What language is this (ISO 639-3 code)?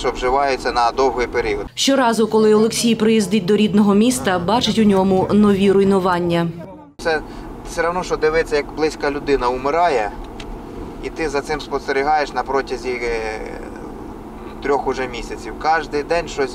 ukr